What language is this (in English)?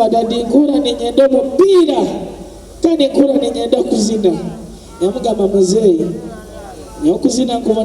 Nyoro